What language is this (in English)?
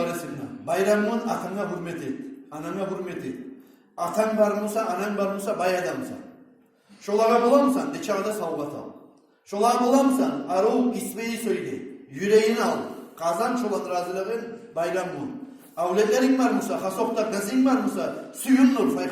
Kumyk